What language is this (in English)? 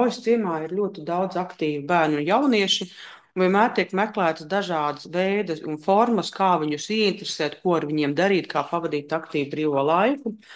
Latvian